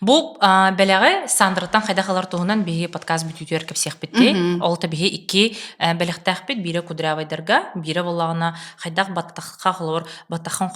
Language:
Yakut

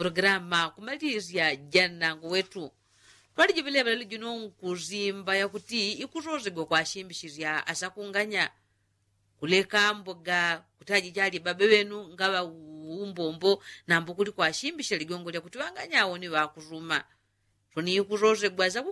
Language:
Yao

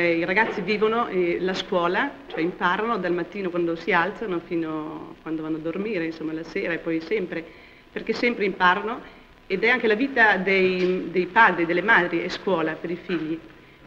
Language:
Italian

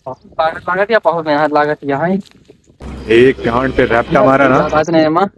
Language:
Awadhi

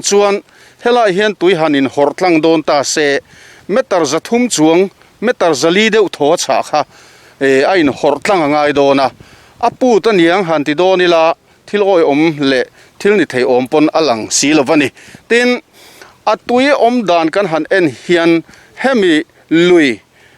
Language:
Mizo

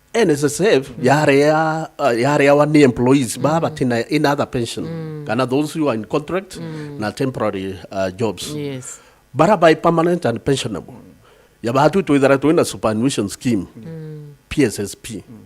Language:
Meru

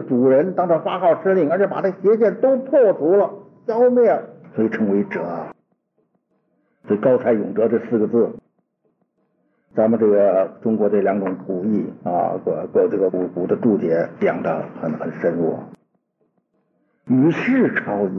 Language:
Chinese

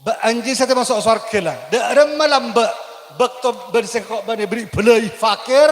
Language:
Madurese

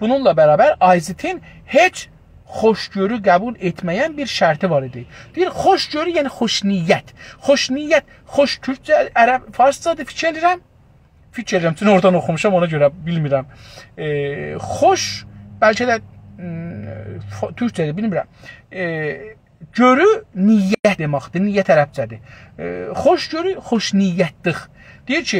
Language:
South Azerbaijani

